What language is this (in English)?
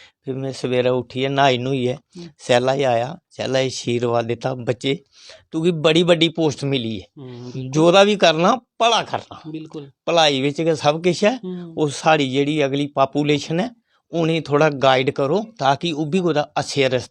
Dogri